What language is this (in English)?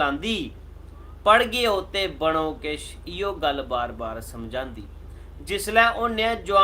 Dogri